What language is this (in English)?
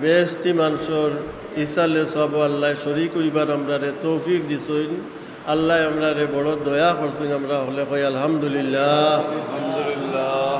Sylheti